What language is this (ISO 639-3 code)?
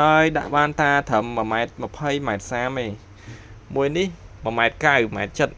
khm